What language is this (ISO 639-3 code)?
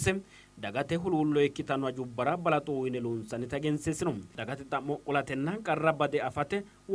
sid